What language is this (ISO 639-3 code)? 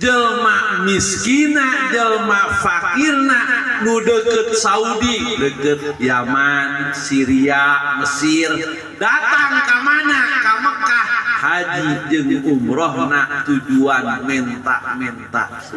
sun